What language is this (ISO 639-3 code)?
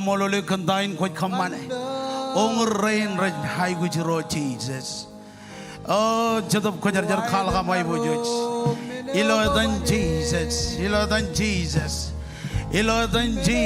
mah